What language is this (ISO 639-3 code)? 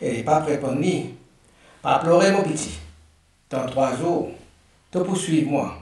mfe